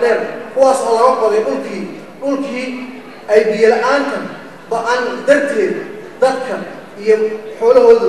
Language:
Somali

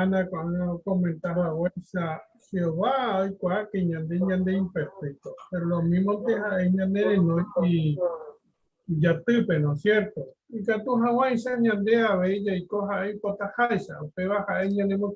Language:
Guarani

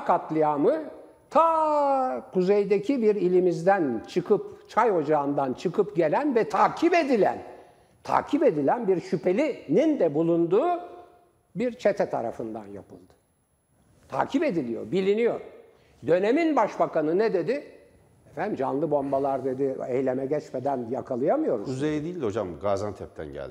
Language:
Turkish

